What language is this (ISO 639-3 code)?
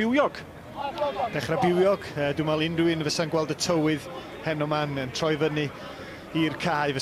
cym